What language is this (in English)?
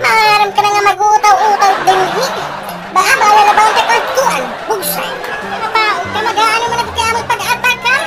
Waray